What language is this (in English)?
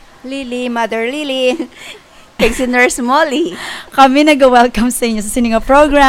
Hiligaynon